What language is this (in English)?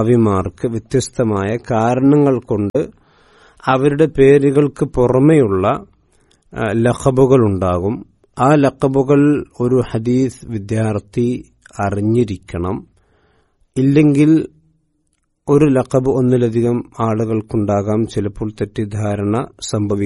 Malayalam